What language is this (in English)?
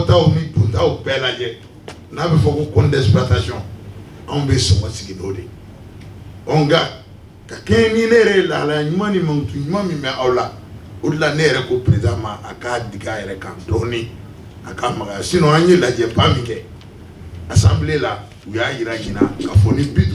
Bambara